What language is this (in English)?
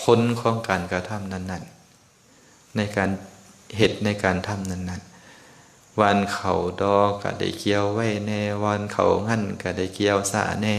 Lao